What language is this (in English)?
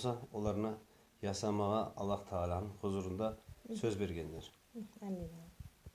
Nogai